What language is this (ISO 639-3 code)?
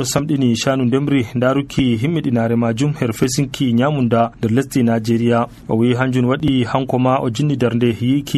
fuv